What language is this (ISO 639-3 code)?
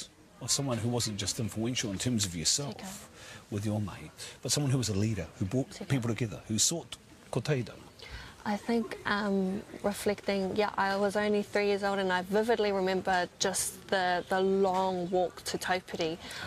eng